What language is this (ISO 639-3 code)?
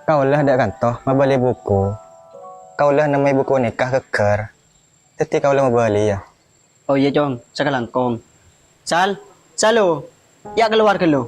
mad